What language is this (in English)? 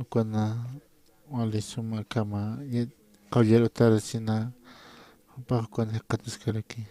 Aymara